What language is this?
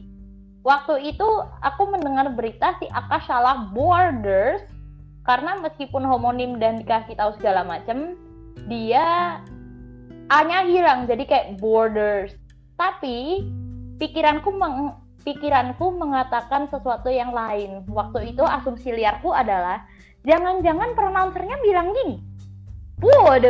Indonesian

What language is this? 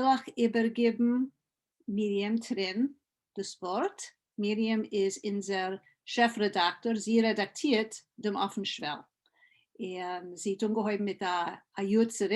Yiddish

